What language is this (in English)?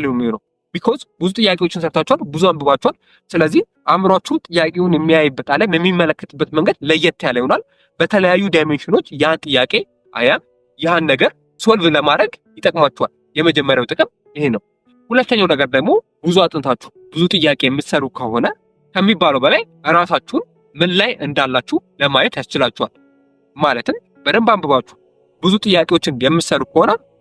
Amharic